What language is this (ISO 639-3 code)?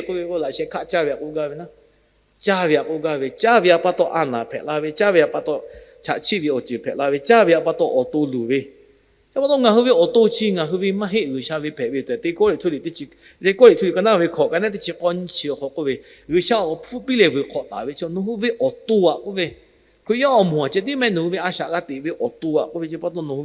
lhu